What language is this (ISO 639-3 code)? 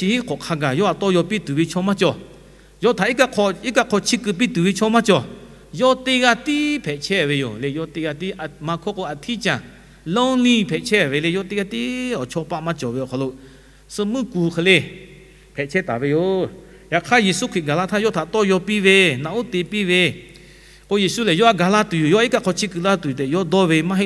lhu